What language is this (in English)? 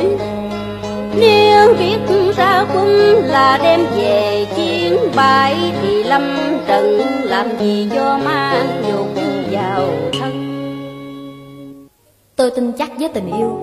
Vietnamese